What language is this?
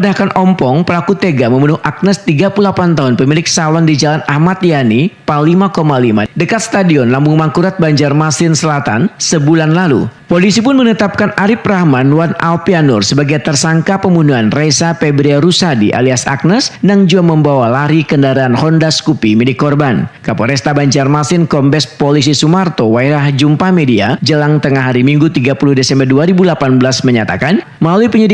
Banjar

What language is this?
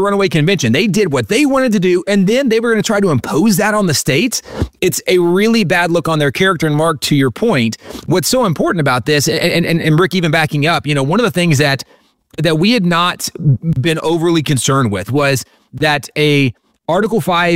English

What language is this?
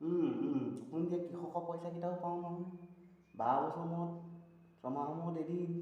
Assamese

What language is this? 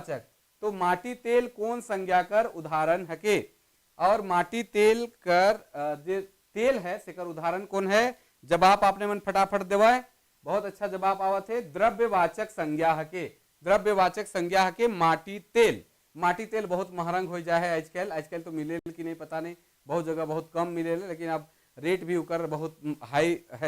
Sadri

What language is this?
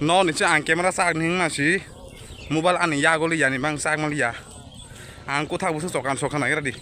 Kok Borok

